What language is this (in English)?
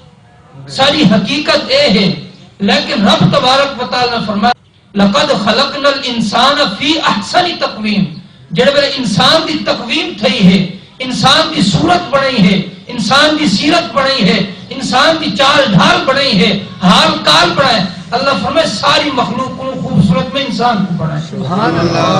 Saraiki